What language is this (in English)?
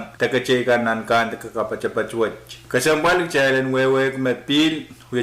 Pohnpeian